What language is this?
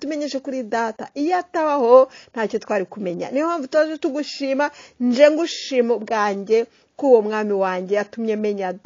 Kinyarwanda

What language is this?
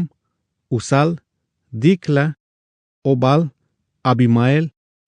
Tzeltal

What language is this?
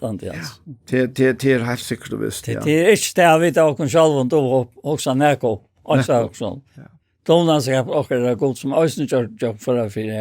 Faroese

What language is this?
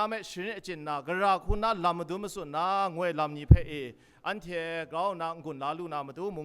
Kachin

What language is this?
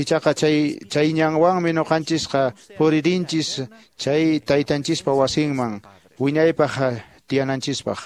Quechua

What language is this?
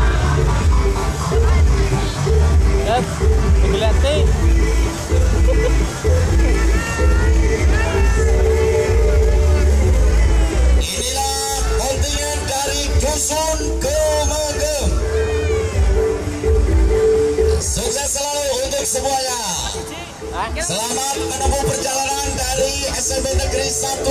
Indonesian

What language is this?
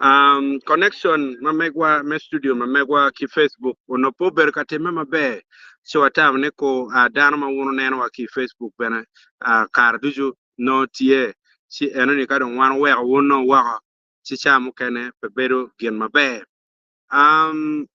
Acoli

